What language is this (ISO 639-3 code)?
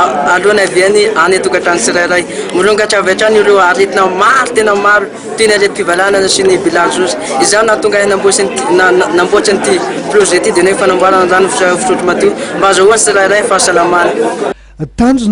mlg